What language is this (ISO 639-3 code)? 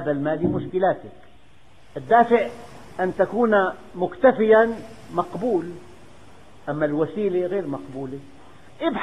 ara